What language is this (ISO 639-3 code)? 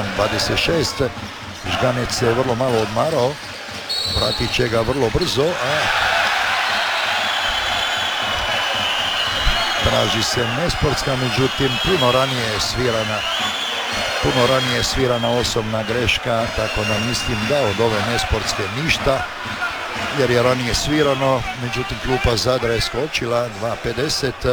hrv